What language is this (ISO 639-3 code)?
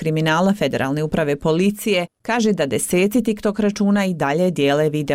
bos